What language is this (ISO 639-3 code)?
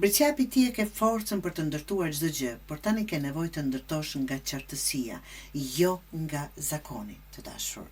sqi